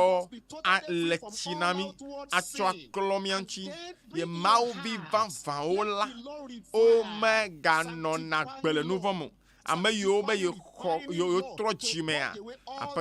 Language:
Ewe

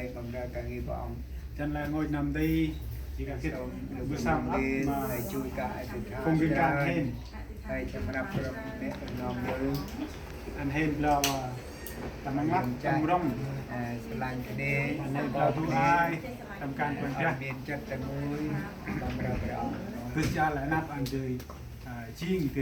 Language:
Central Mnong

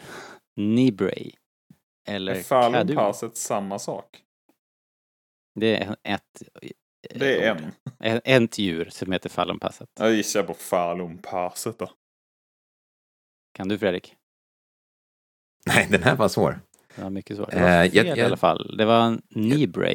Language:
Swedish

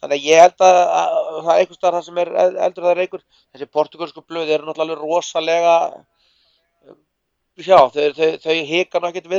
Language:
Icelandic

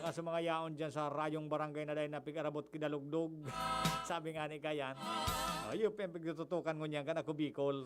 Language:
Bikol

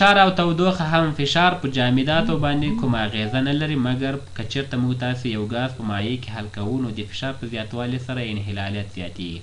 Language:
Pashto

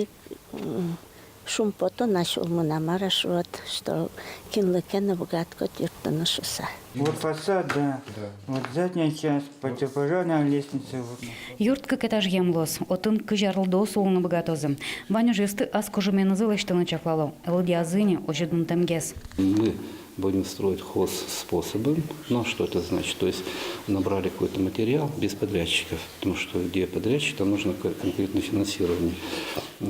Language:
Udmurt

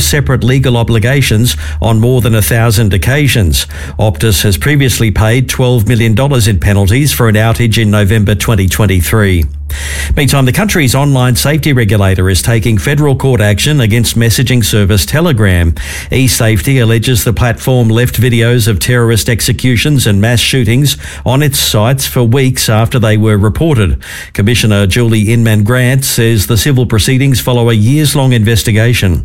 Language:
English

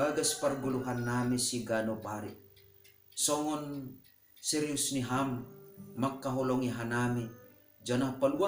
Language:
Batak Simalungun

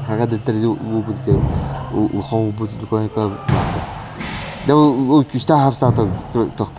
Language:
Yakut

